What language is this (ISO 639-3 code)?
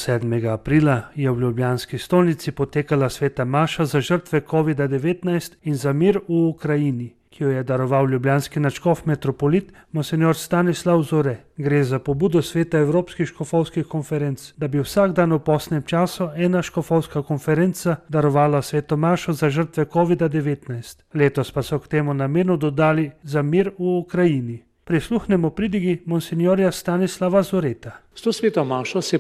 slv